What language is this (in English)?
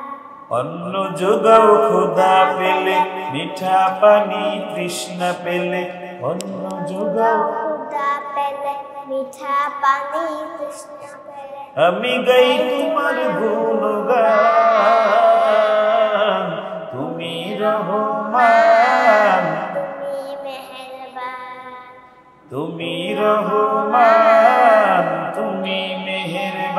Bangla